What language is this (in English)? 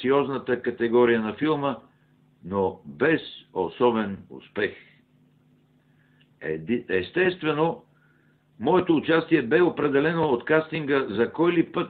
Bulgarian